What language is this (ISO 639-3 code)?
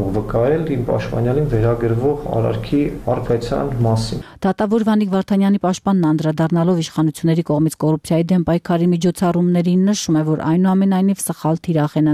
hye